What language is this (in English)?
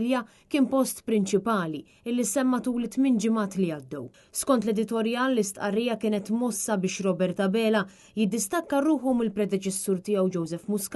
Maltese